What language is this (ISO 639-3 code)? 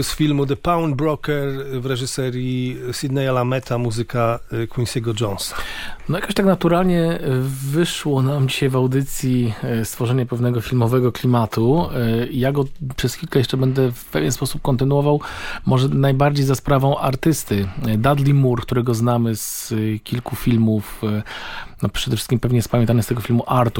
pol